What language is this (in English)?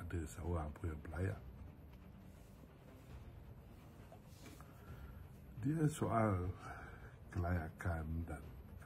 Malay